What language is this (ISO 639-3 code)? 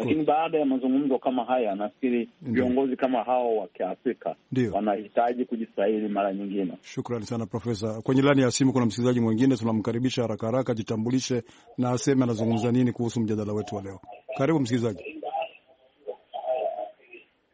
swa